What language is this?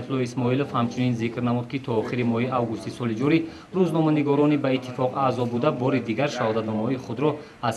Tajik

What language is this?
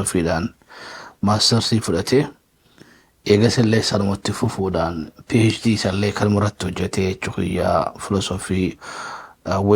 Oromo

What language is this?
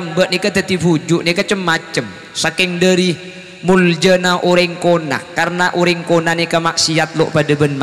Madurese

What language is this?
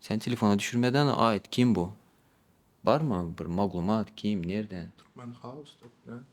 Turkmen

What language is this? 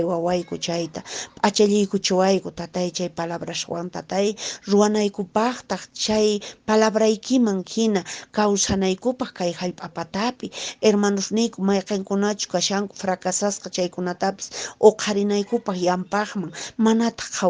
Quechua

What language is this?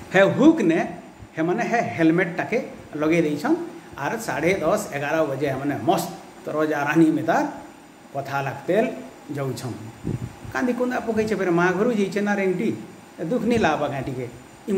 Sambalpuri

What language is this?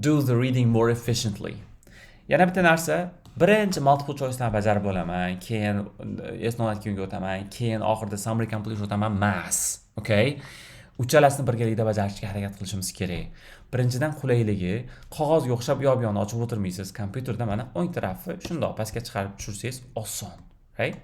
Uzbek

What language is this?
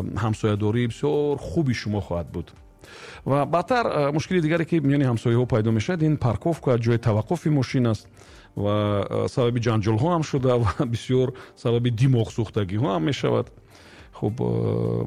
Tajik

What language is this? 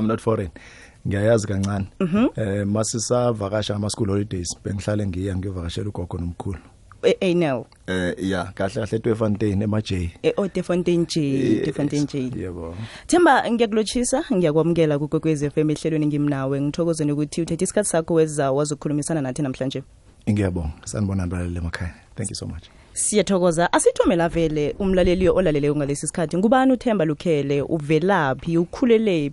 South Ndebele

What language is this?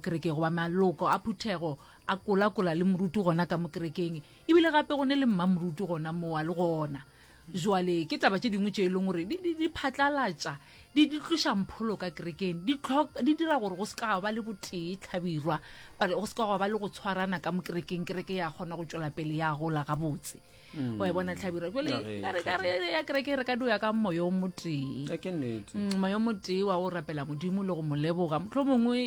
Northern Sotho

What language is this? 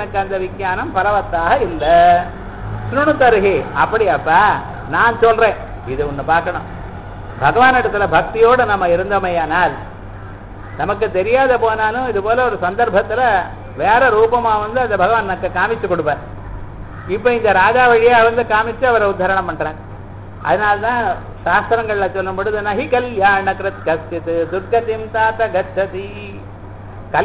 Tamil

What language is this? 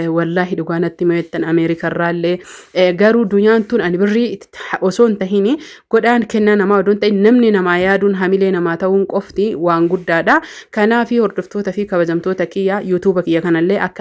Oromo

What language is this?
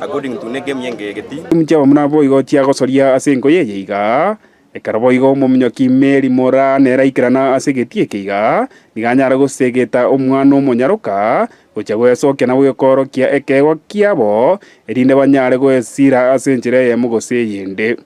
Gusii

